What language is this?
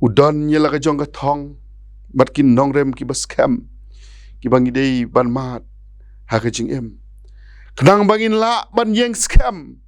Khasi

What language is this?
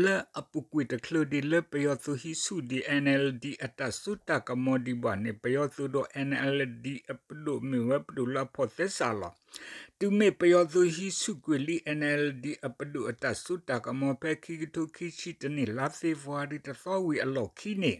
S'gaw Karen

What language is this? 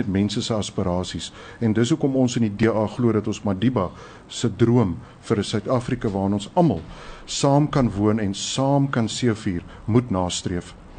Afrikaans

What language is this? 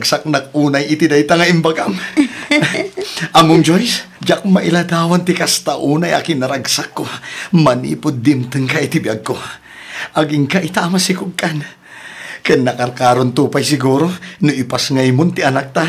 Iloko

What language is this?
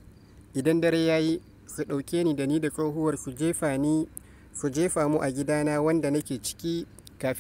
Hausa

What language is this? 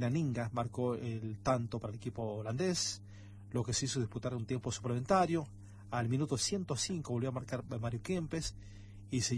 Spanish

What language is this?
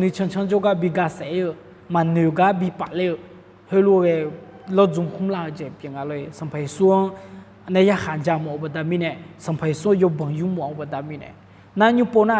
Akha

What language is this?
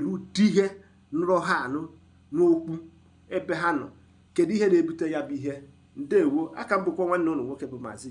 Igbo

